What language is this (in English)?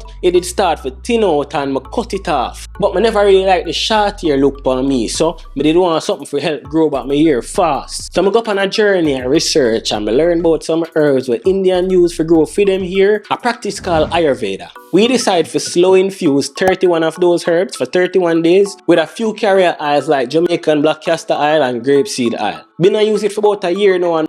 Jamaican Creole English